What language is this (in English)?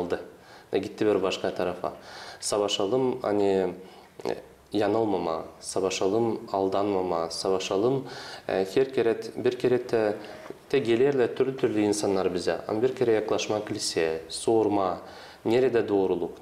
Gagauz